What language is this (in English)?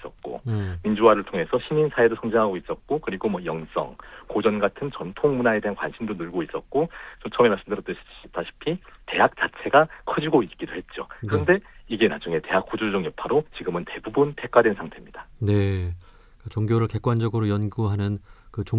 Korean